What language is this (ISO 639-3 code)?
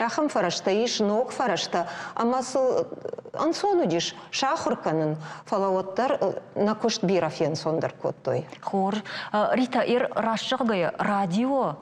oss